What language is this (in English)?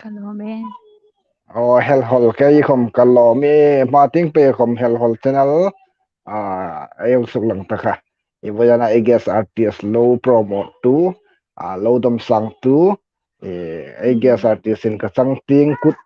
Hmar